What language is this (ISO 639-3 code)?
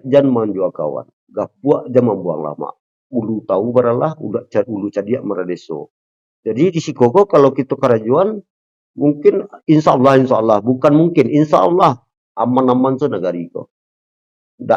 min